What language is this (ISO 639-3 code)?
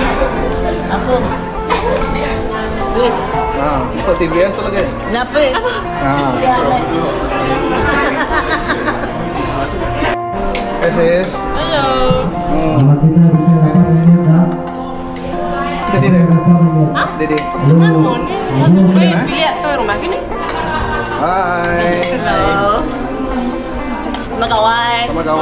msa